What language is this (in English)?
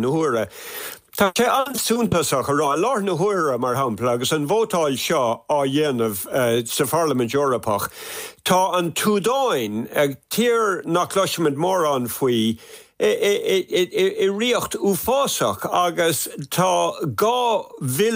Irish